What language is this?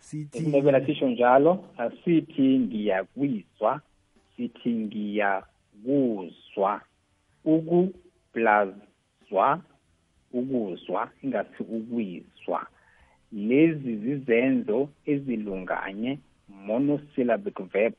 South Ndebele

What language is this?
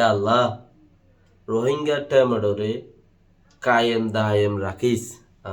Rohingya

